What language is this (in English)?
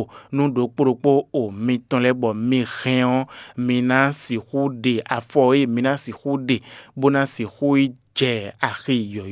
Fon